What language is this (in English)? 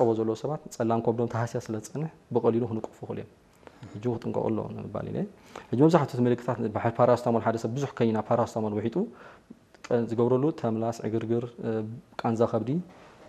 Tigrinya